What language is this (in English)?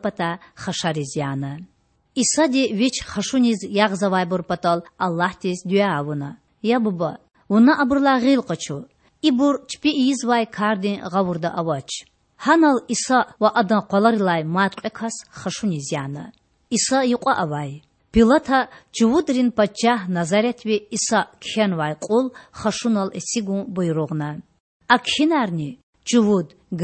Lezghian